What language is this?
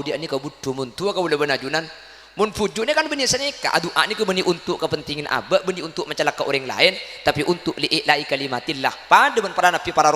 Madurese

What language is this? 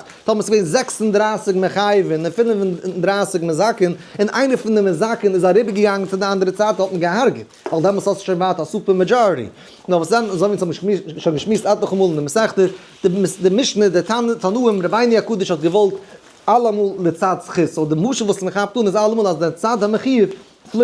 Yiddish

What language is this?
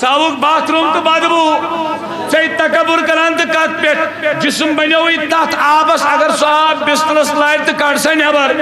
Kashmiri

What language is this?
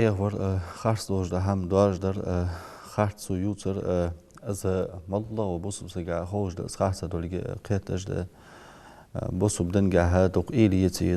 Ingush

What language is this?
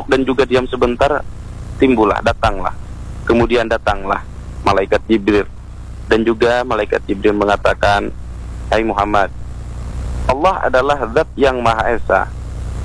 Indonesian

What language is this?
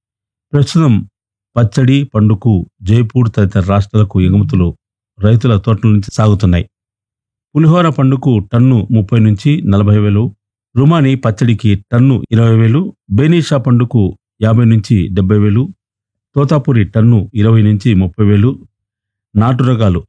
Telugu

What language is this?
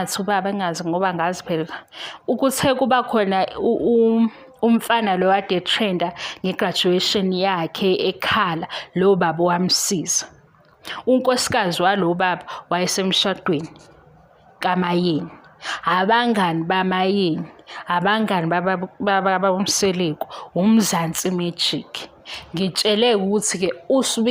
Zulu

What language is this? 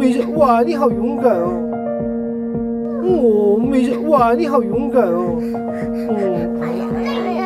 Chinese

